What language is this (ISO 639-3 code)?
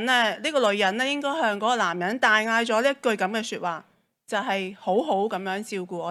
yue